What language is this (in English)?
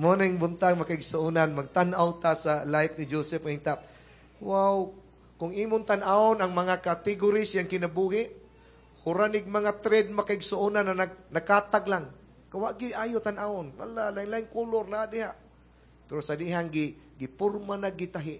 Cebuano